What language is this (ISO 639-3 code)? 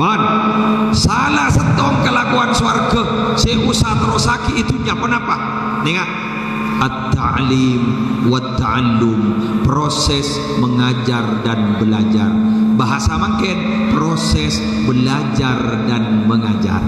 mad